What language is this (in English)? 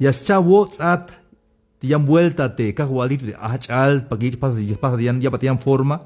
Tzeltal